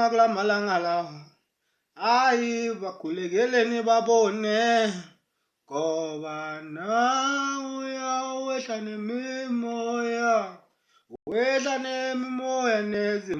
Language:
Zulu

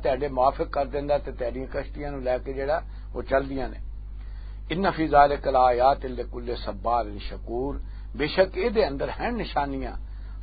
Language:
Western Panjabi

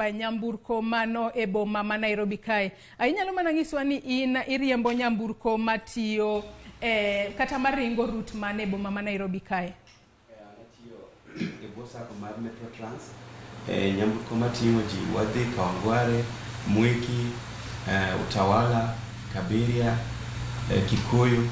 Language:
Luo (Kenya and Tanzania)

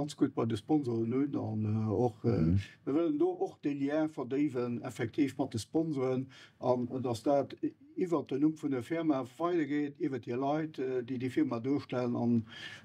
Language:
Luxembourgish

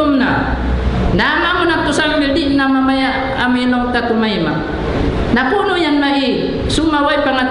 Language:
Tausug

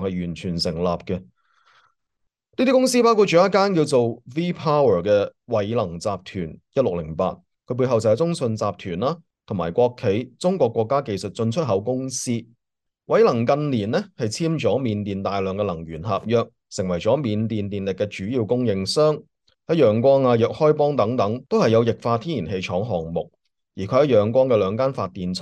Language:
Cantonese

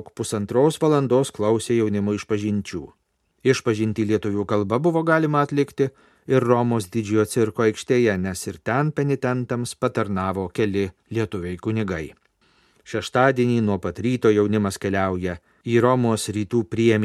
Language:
Lithuanian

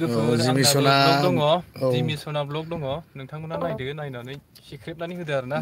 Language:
Bodo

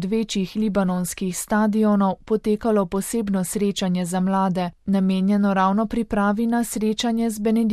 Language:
Slovenian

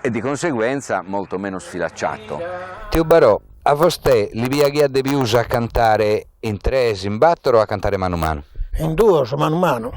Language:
Sardinian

